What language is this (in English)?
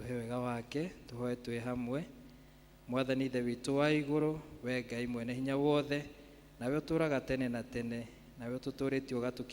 Kikuyu